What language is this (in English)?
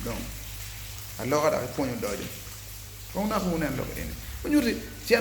Acoli